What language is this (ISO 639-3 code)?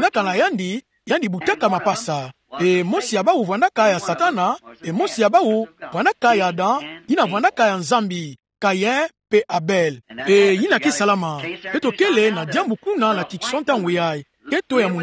ktu